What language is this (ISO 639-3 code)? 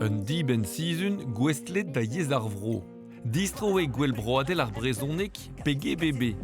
bre